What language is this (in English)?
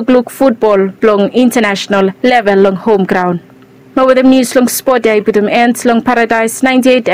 Bislama